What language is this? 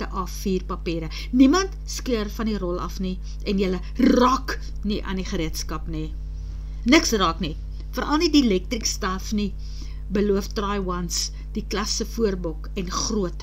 Afrikaans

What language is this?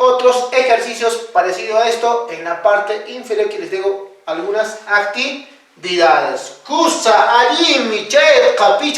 Quechua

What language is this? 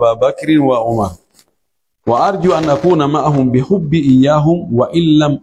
Pular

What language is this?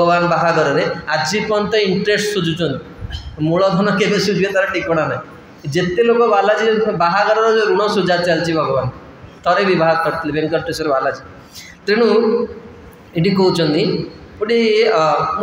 Odia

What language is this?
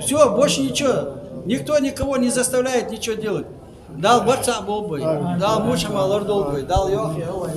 Ingush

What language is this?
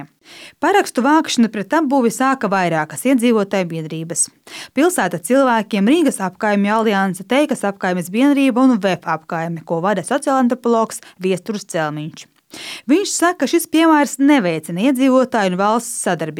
Latvian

